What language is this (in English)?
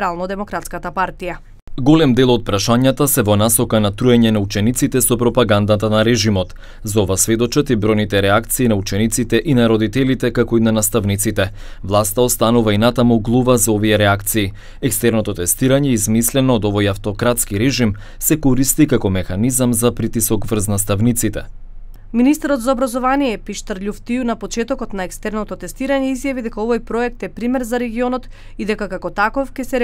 Macedonian